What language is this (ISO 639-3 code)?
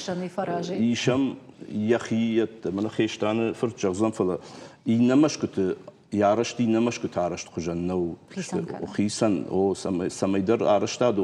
oss